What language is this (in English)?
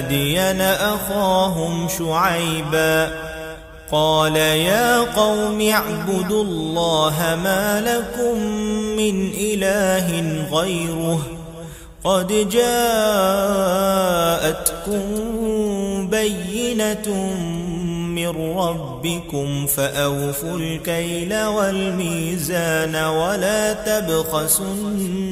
Arabic